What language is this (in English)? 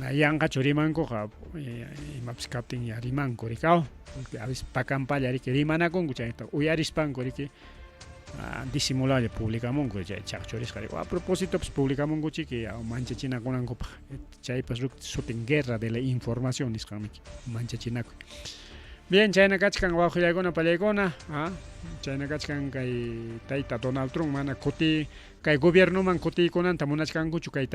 Ayacucho Quechua